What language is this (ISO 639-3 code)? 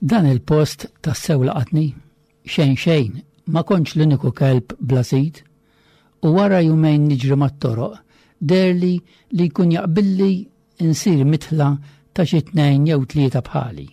mlt